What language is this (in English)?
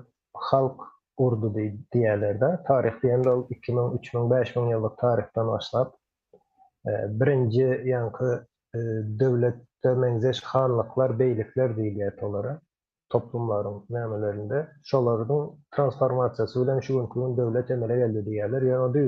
Turkmen